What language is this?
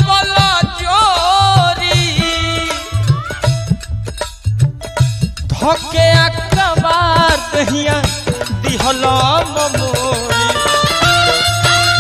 Bhojpuri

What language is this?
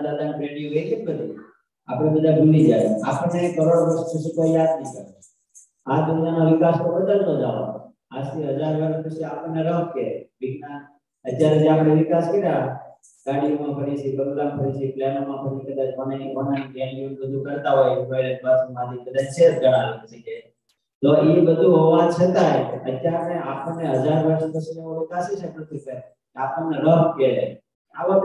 Gujarati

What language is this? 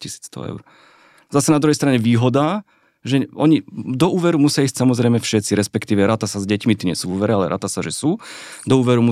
Slovak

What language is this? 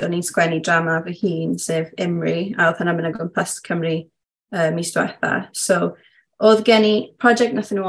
Welsh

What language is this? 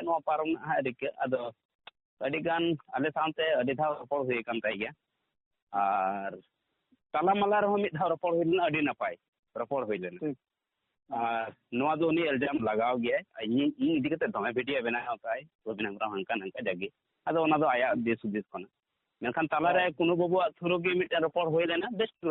Santali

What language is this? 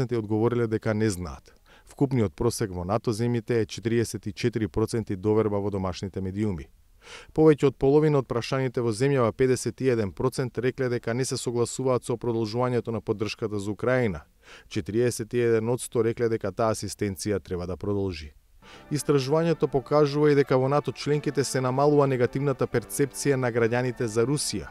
Macedonian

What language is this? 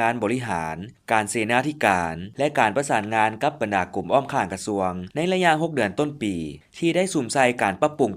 Lao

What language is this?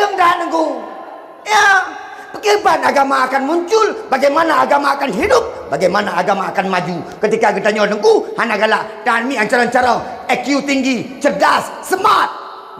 Achinese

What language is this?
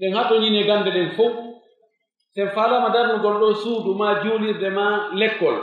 Pular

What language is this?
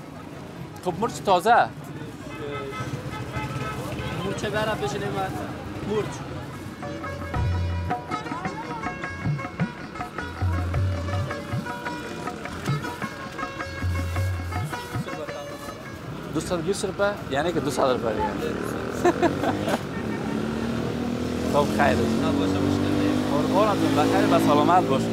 Persian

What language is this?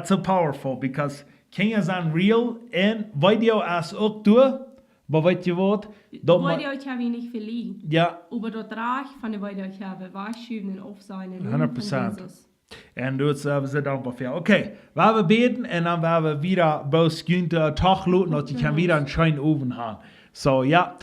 Plautdietsch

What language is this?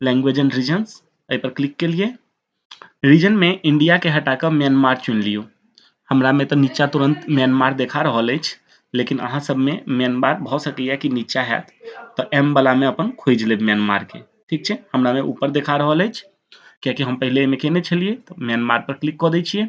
Maithili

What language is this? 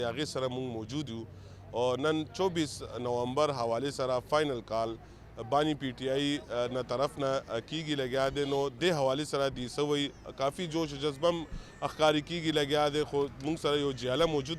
Pashto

